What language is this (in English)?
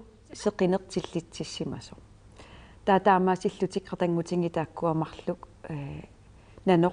Kalaallisut